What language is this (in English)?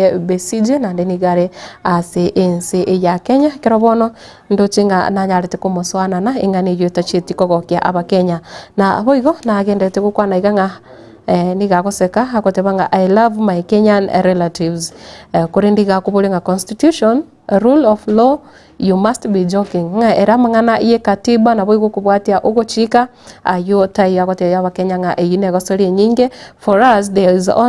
Gusii